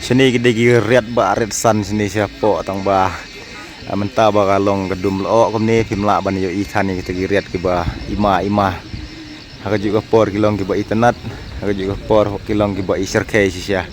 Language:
Khasi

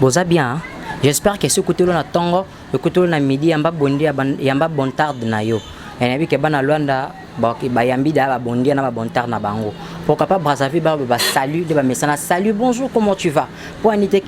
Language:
Lingala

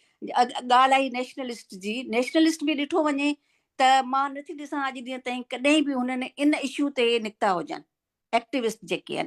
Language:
Sindhi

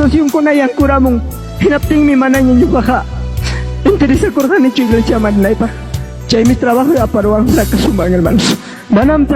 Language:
Ayacucho Quechua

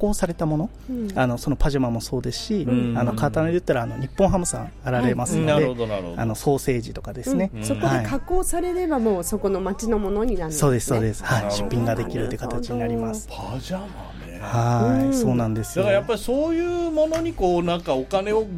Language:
Japanese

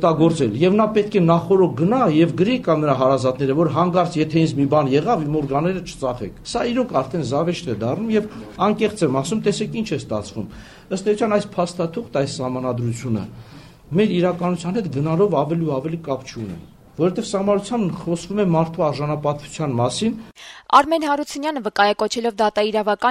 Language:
Armenian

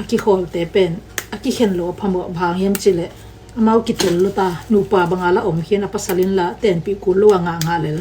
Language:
Tedim Chin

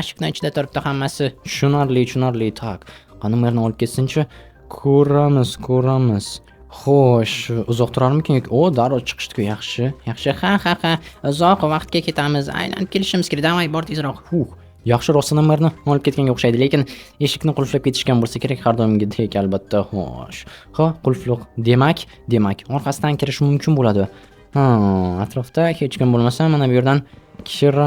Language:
Uzbek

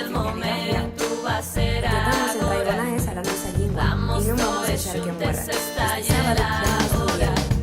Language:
Asturian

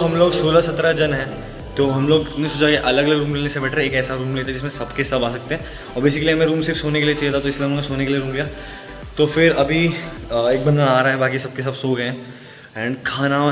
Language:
Hindi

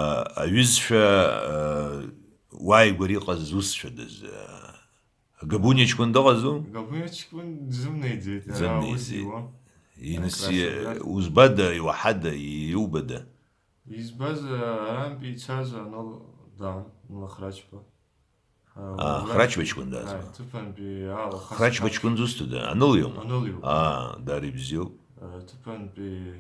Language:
Abkhazian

